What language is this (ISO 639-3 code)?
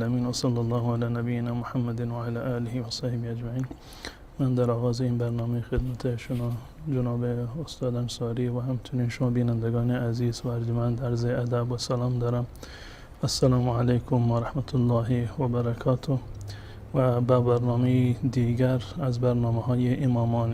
fas